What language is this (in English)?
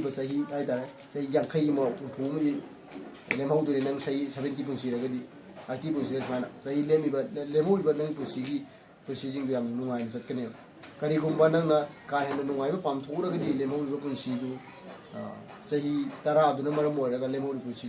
Manipuri